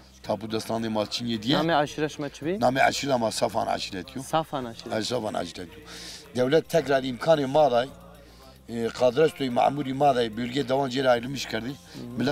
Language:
Zaza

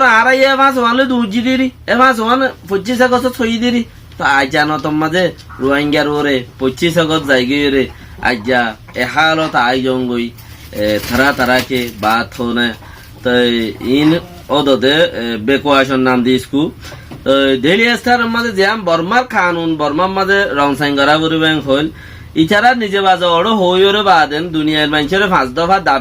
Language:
Rohingya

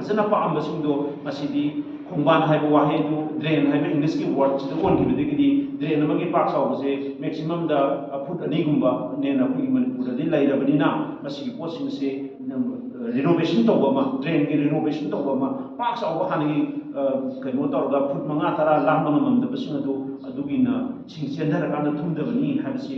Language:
Manipuri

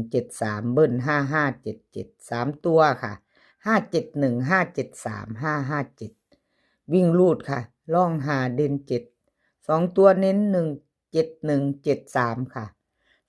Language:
Northeastern Thai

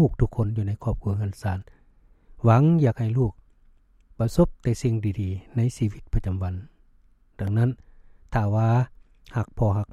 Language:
Lao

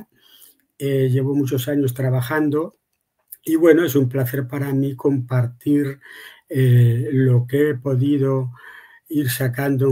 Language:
Ladino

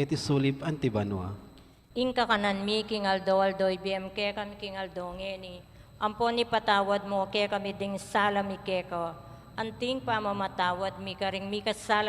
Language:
Pampanga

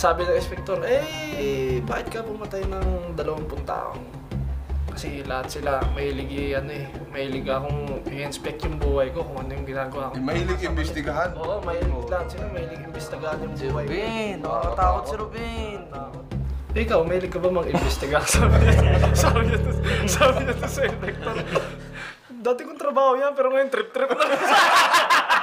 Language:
Filipino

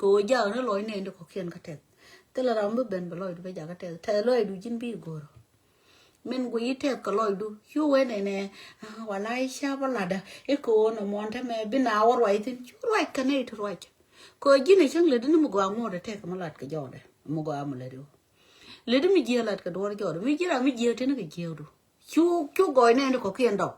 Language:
Nuer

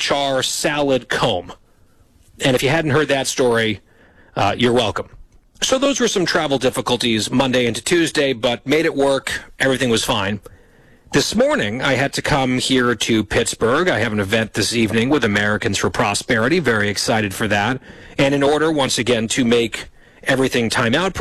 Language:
English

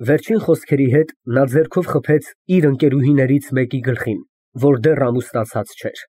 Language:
Armenian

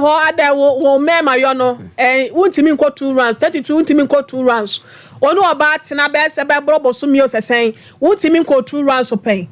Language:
Akan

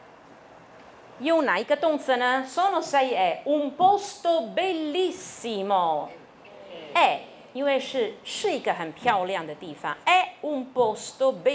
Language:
Chinese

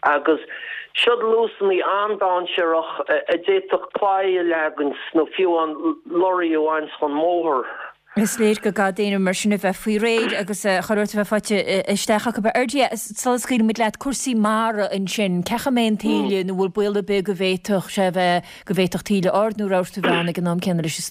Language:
Irish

